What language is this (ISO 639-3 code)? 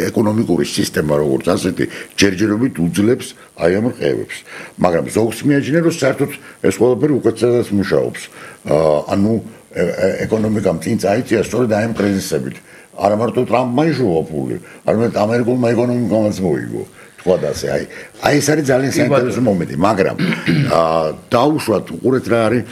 kat